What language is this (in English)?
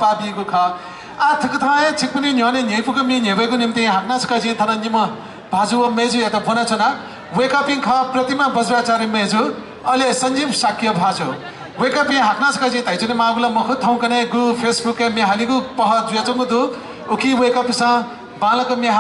Newari